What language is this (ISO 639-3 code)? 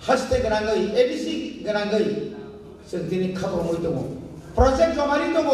trp